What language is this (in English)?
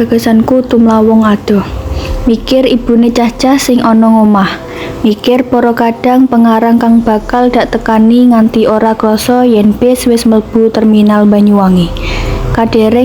Javanese